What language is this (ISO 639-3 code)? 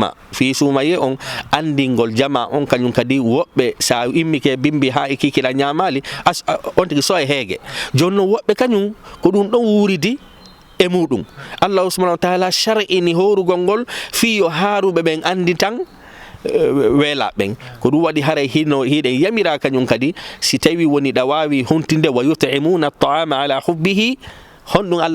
ful